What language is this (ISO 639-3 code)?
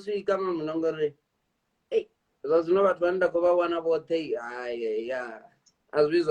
ven